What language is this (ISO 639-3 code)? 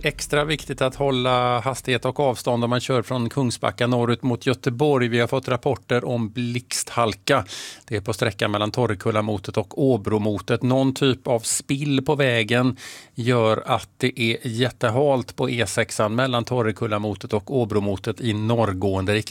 swe